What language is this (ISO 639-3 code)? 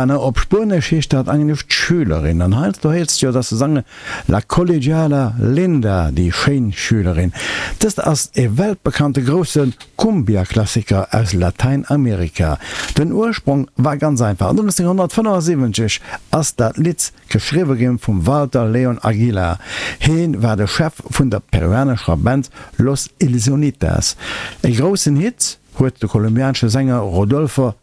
ltz